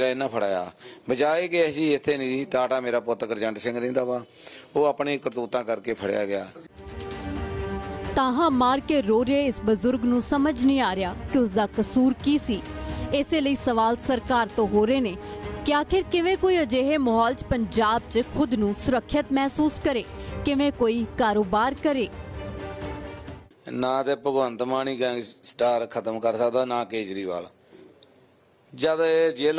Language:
Punjabi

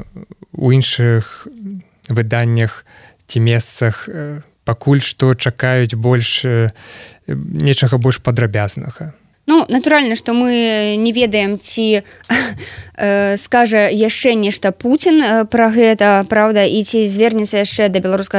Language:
Belarusian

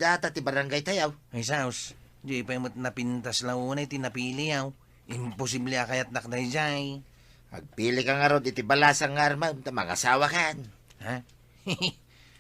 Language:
Iloko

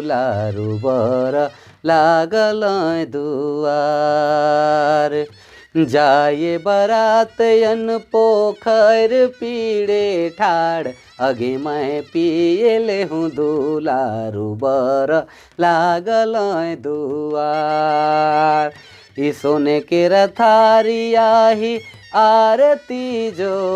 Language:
Sadri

